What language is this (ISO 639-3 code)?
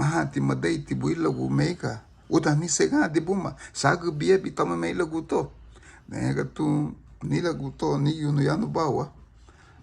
cab